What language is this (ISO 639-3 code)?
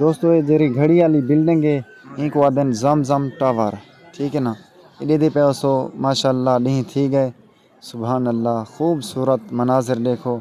skr